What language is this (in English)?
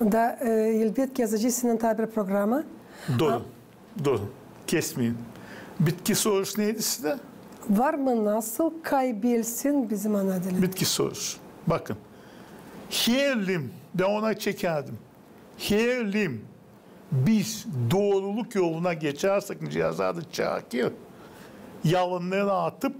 Gagauz